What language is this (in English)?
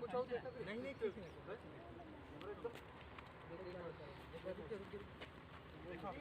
Chhattisgarhi